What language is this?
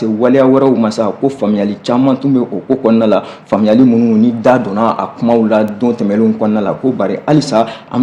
Bambara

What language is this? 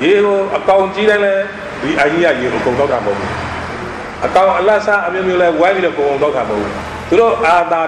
Burmese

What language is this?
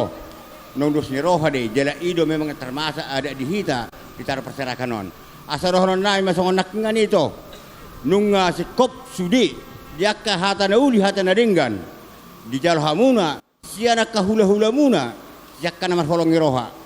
Batak Toba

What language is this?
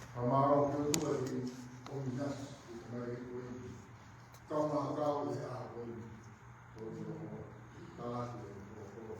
Tongan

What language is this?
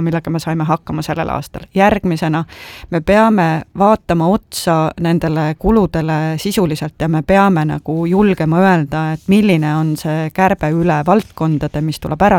Estonian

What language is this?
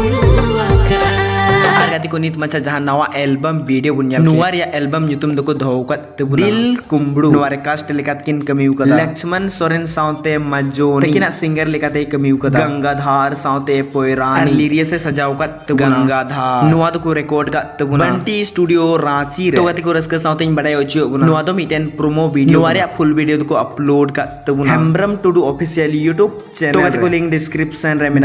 Santali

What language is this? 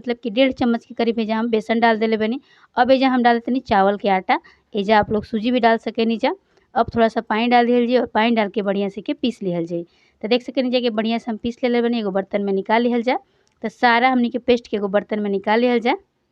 Bhojpuri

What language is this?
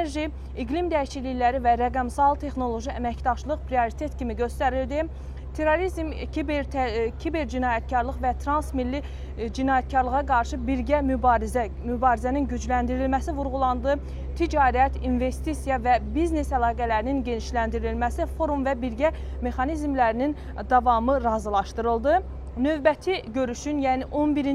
Azerbaijani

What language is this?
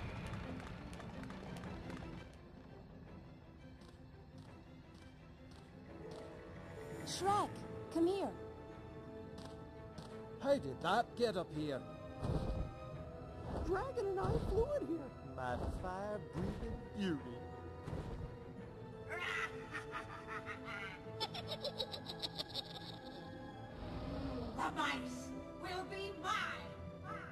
English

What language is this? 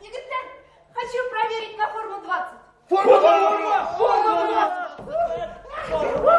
Bashkir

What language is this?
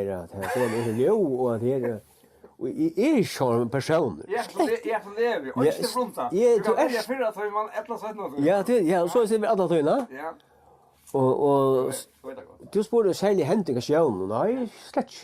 Faroese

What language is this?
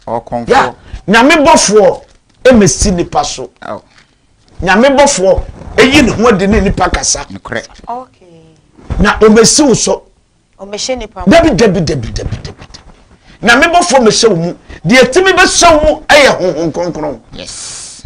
Akan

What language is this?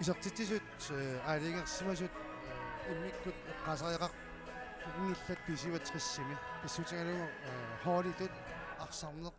Kalaallisut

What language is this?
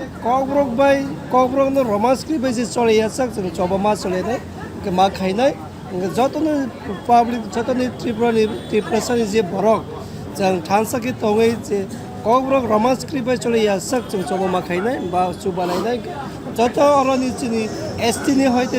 Kok Borok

